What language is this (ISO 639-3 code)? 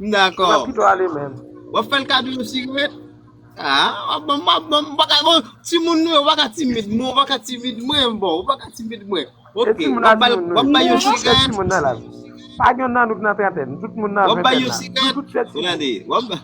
hat